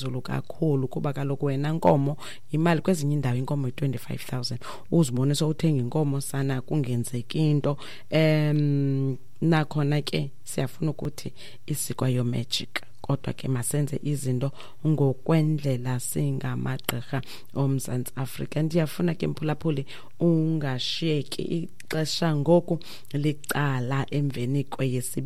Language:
Xhosa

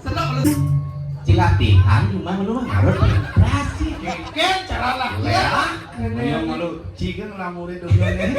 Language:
Balinese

